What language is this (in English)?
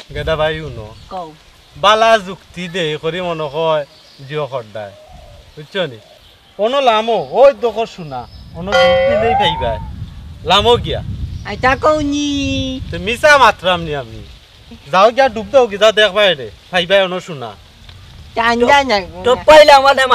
Sylheti